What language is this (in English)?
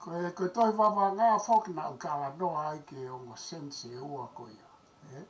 Tongan